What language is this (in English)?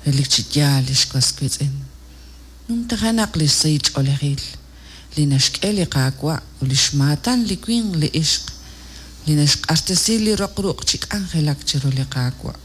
Kekchí